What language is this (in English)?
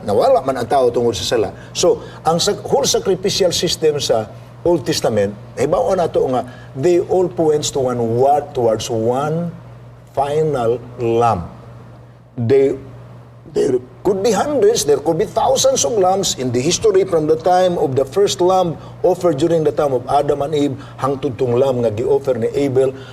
Cebuano